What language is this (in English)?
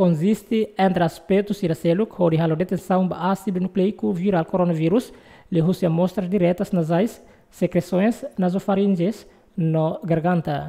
Tetum